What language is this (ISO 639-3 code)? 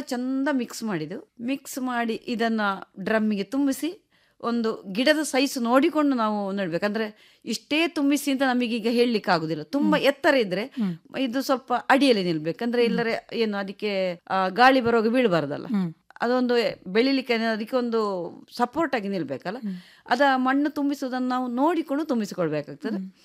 kan